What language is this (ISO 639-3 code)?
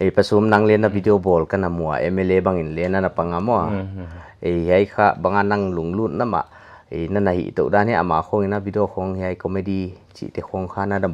pck